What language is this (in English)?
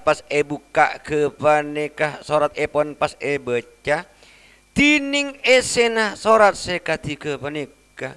Madurese